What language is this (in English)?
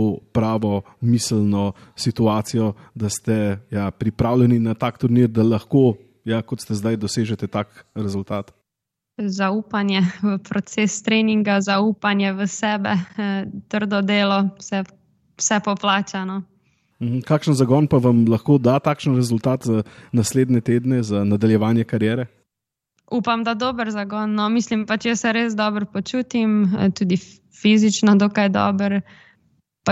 Slovenian